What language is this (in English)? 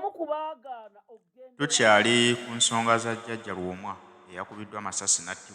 Ganda